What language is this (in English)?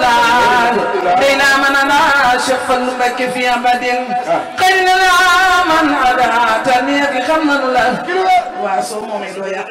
Wolof